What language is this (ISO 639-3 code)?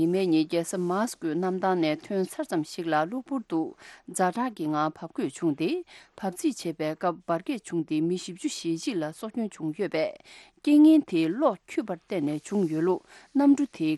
bod